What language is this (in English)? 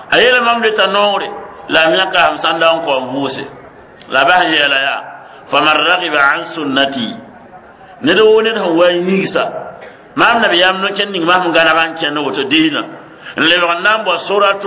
Mossi